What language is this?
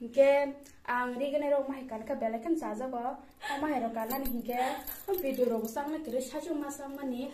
Kok Borok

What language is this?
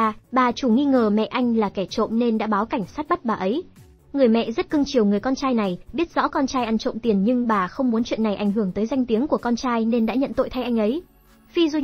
Vietnamese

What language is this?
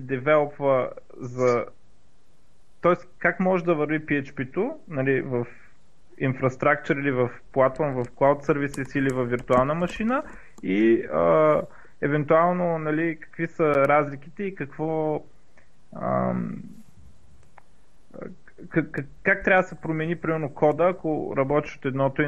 Bulgarian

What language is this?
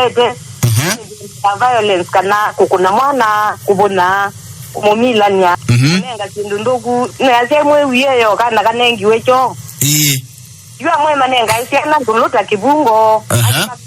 Kamba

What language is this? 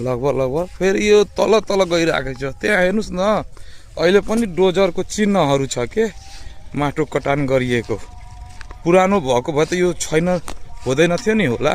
Nepali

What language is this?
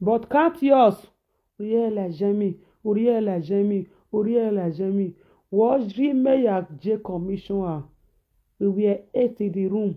Nigerian Pidgin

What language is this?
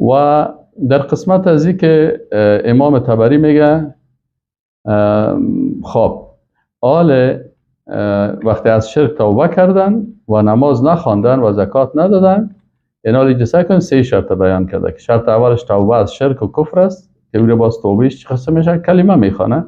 Persian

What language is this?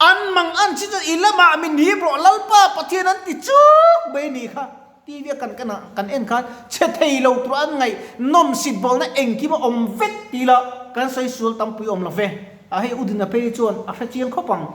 Mizo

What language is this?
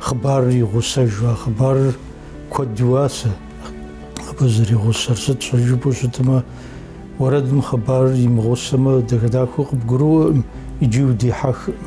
Kabardian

